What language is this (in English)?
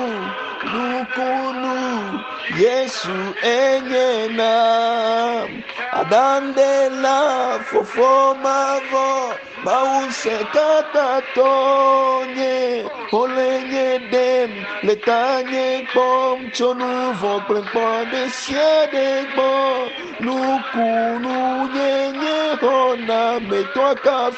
Ewe